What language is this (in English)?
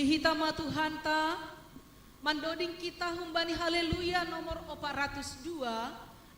Batak Simalungun